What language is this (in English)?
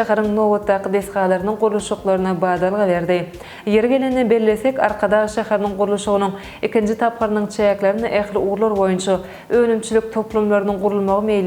Turkmen